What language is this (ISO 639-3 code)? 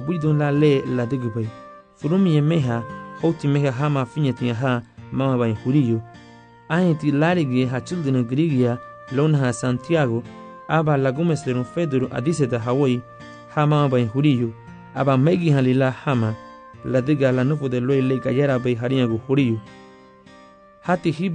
cab